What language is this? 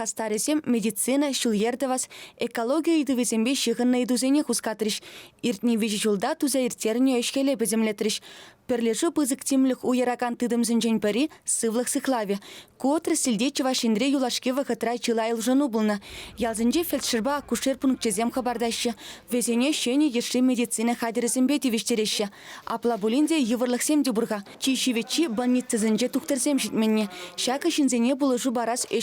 Chuvash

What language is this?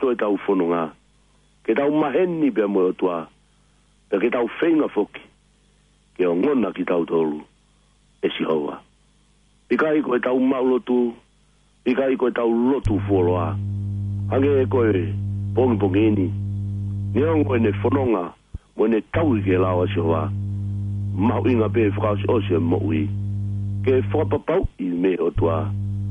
Tongan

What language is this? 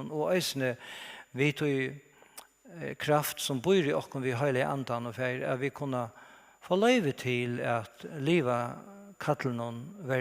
Faroese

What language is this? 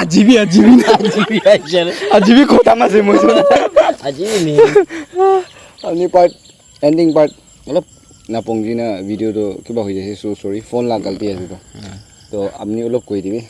Naga Pidgin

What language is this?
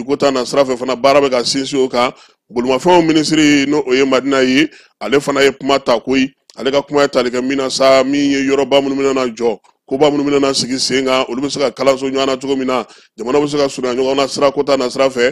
Bambara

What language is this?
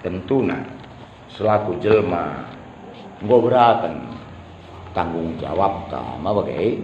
Batak Karo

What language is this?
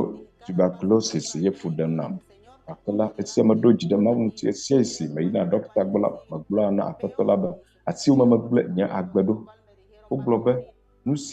Ewe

